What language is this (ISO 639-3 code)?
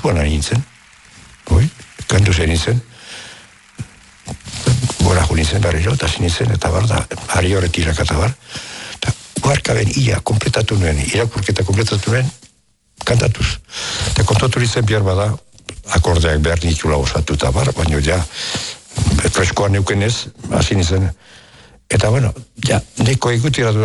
eus